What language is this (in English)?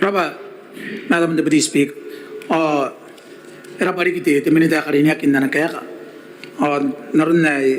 Gilbertese